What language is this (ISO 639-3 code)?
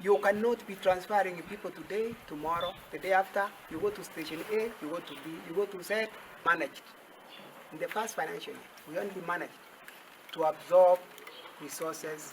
guz